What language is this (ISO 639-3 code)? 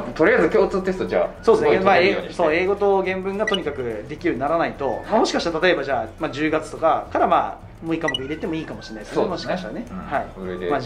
jpn